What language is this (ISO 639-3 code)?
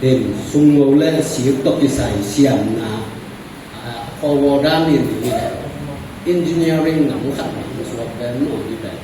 ctd